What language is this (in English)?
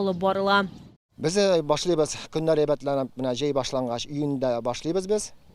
Tatar